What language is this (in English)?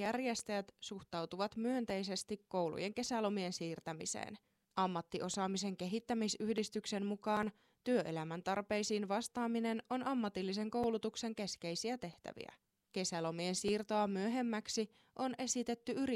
Finnish